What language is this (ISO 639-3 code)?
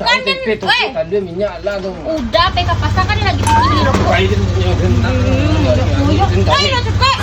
min